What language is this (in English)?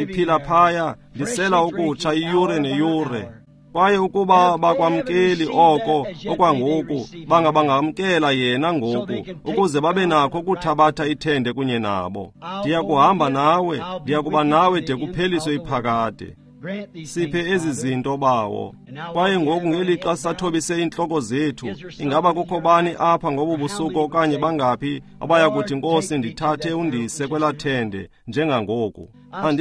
Xhosa